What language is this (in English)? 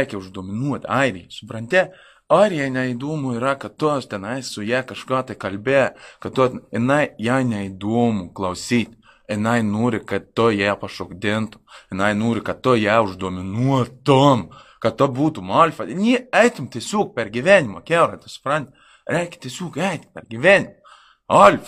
Lithuanian